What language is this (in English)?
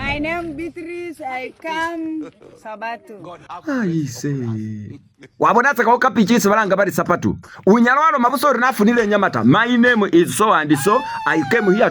Masaaba